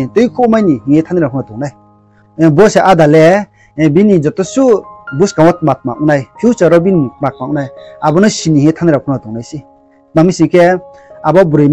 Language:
Riang (India)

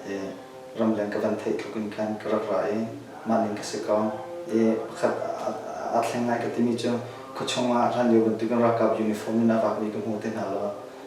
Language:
Hakha Chin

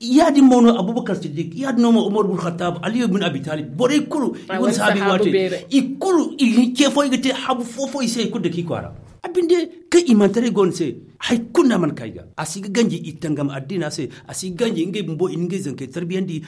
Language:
Zarma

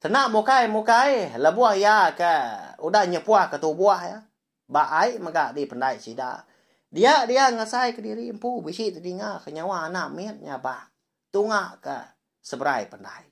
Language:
Iban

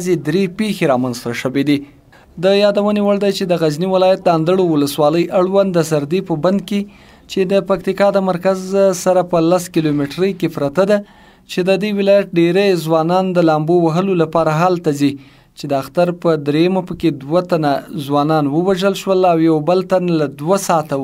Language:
Pashto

